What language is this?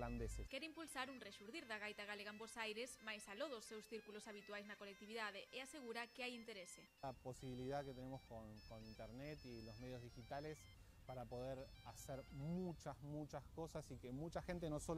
Galician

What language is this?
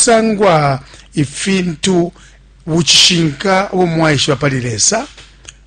Bemba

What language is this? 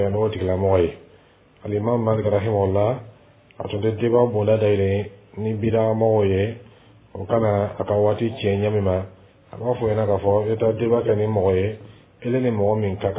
Dyula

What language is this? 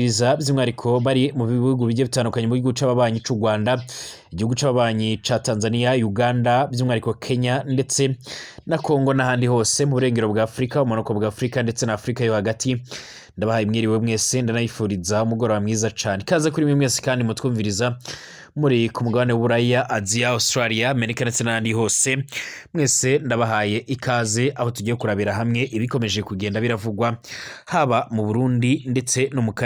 Rundi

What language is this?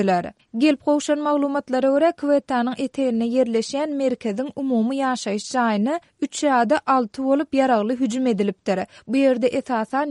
Turkmen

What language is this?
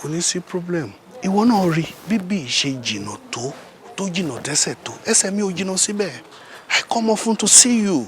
Yoruba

